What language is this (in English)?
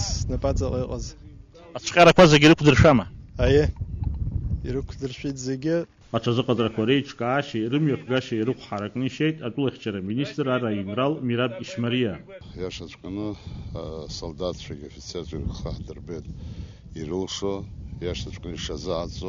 Abkhazian